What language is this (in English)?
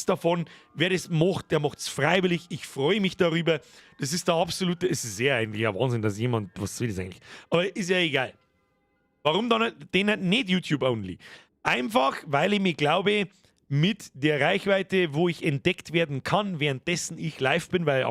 Bavarian